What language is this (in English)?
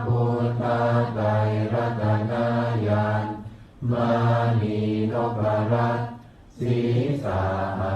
Pali